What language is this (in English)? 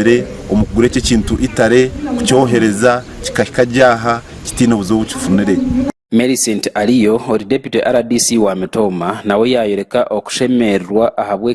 Nyankole